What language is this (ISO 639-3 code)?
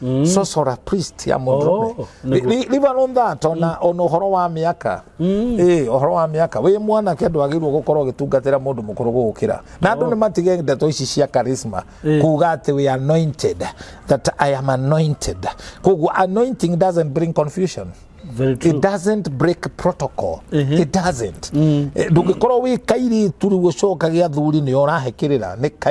kik